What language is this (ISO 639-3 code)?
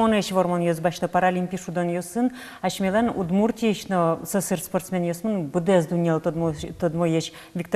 udm